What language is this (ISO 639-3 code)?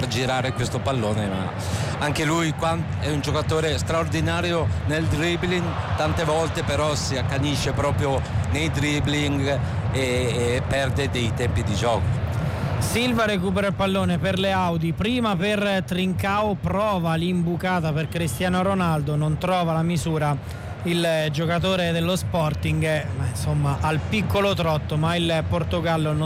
ita